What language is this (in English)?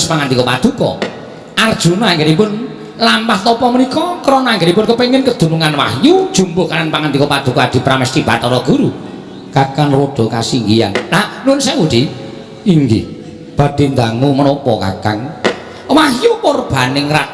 Javanese